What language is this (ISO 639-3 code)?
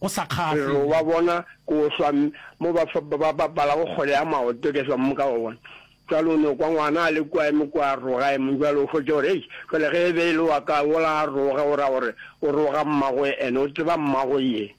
nso